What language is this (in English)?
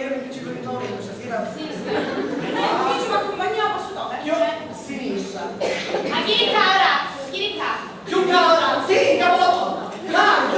Sicilian